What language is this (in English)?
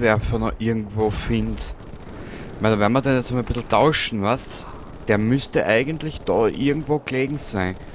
Bavarian